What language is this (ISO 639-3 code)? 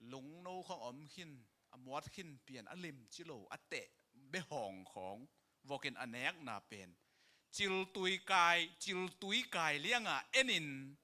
ctd